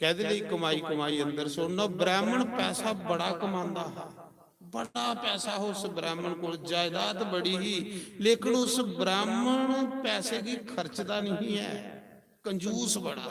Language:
Dogri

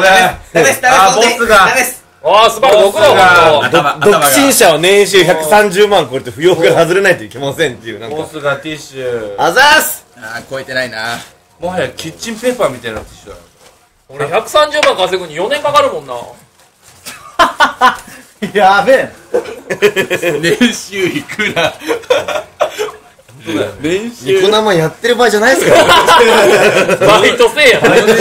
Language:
Japanese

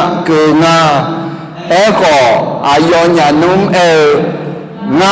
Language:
Akha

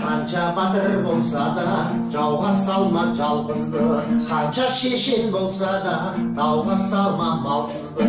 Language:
Kazakh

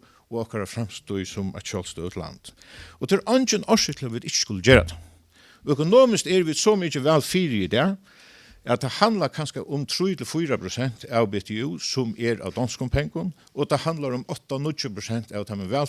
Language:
Faroese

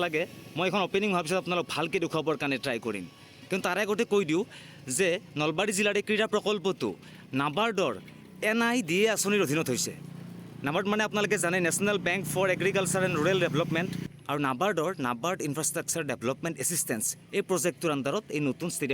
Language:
Assamese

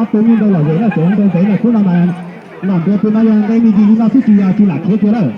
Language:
Hmong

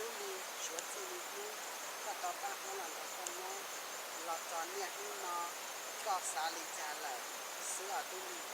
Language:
Hmong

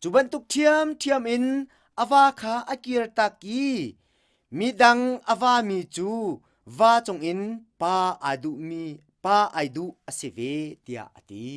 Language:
Hakha Chin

